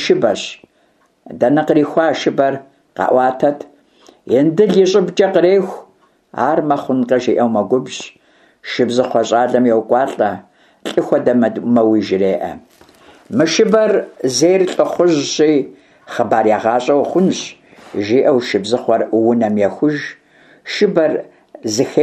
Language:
Kabardian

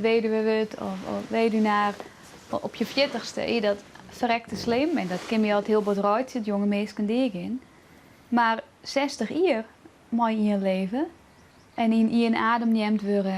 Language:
Western Frisian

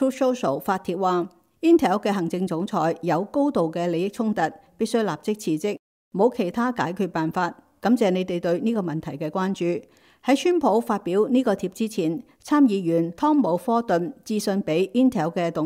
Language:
Cantonese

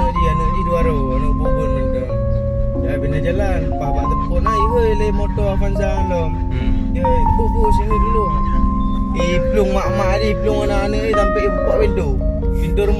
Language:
Achinese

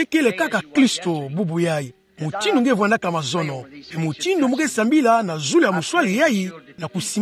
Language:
Kituba (Democratic Republic of Congo)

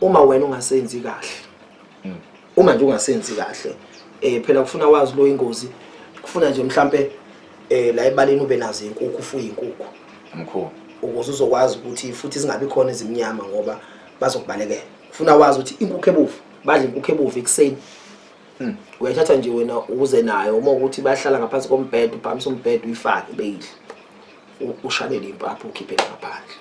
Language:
Zulu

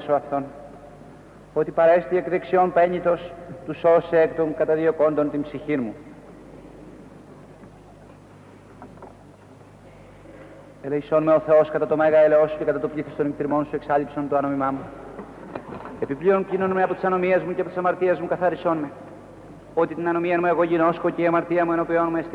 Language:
Greek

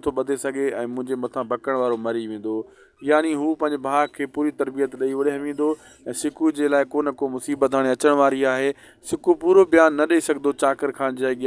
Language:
Sindhi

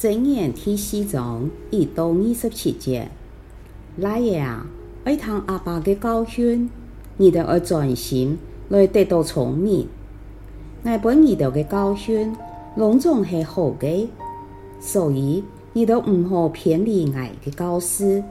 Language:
Hakka Chinese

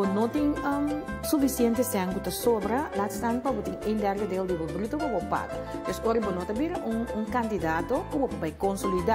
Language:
Papiamento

